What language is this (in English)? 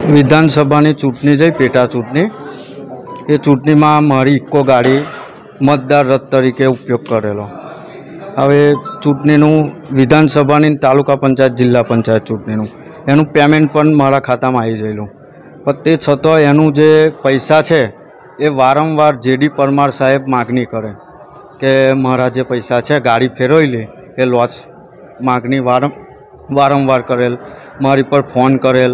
Gujarati